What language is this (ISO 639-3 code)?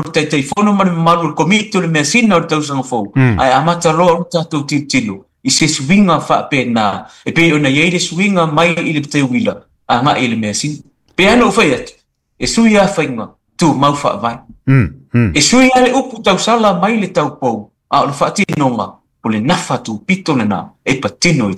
smo